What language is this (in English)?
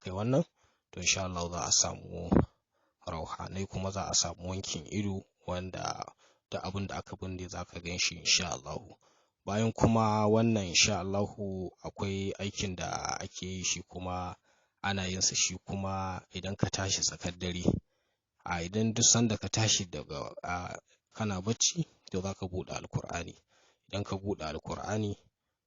Hausa